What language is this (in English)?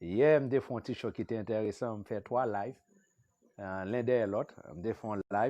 Haitian Creole